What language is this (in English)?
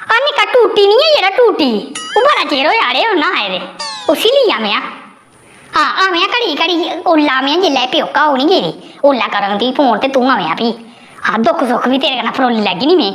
Dogri